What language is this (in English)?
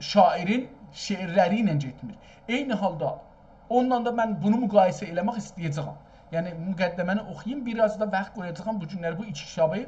South Azerbaijani